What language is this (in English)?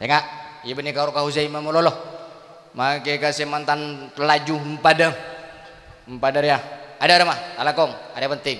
Madurese